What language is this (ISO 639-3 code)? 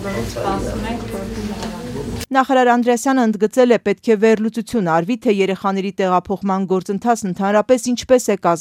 hye